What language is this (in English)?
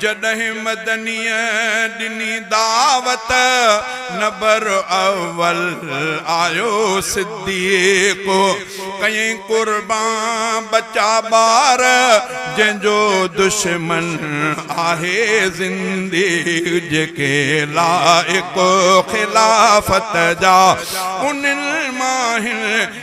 Sindhi